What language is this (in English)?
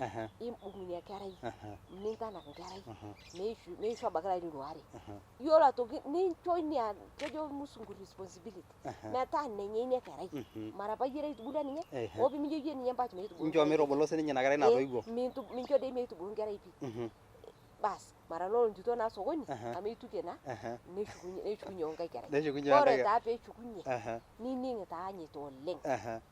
Masai